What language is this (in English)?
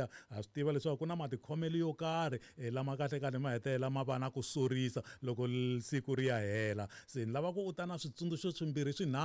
Tsonga